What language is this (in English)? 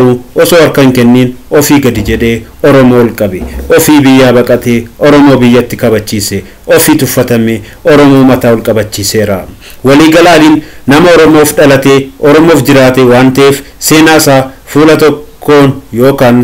Oromo